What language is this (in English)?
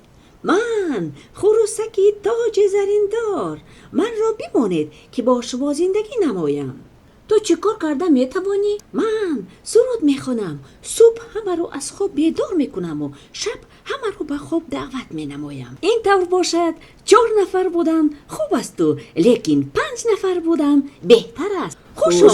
Tajik